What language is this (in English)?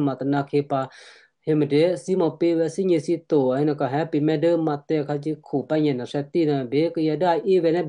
Western Kayah